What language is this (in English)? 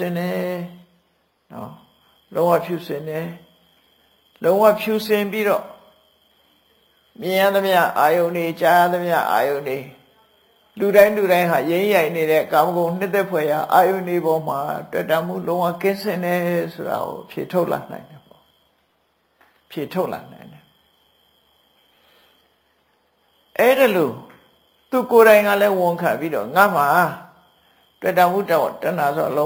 Burmese